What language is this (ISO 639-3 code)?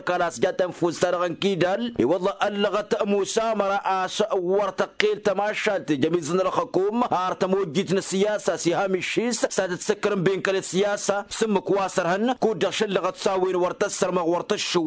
taq